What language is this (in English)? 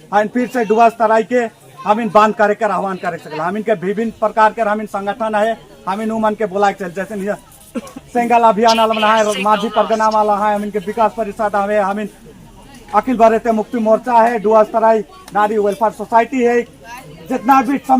Sadri